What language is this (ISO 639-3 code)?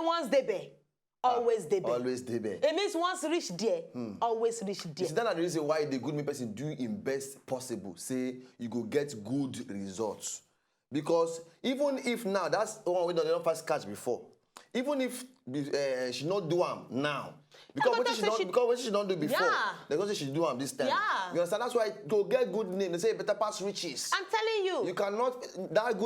pcm